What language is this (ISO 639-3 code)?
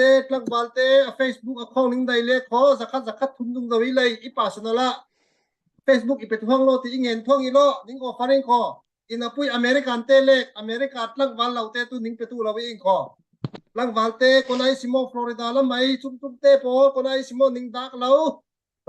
cfm